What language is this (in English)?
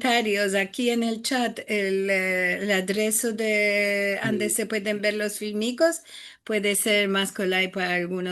Ladino